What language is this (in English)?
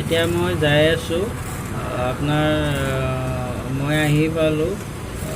Assamese